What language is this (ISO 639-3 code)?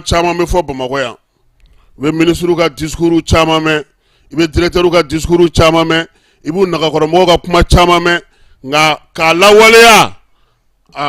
bam